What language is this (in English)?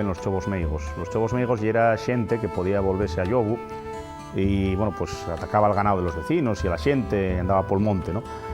Asturian